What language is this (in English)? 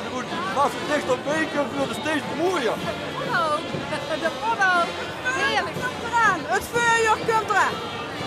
Limburgish